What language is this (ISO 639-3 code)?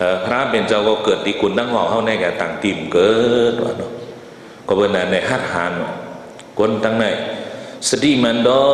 shn